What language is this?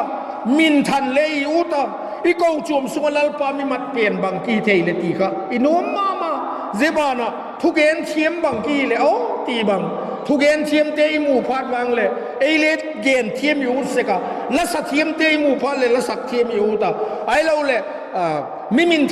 Vaiphei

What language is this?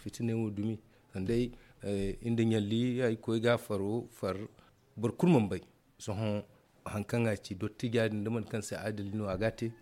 Zarma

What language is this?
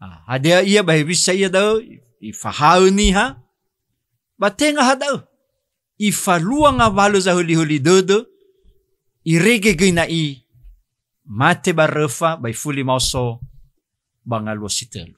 Nias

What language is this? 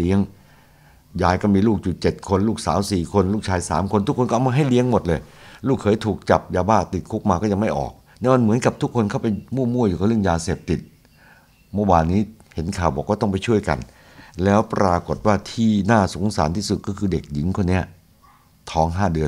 Thai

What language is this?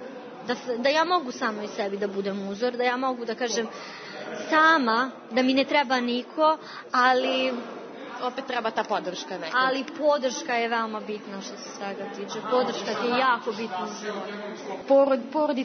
Serbian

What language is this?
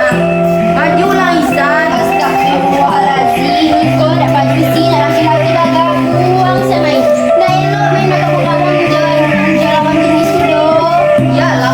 Minangkabau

